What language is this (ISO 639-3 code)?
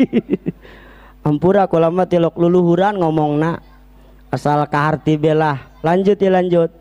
sun